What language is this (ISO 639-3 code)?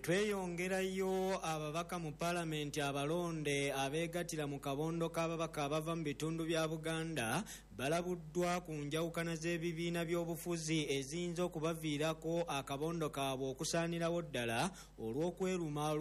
lug